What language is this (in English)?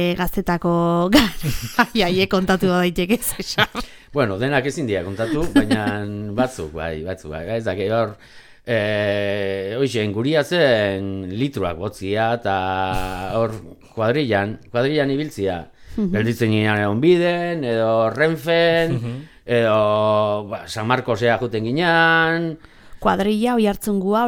Basque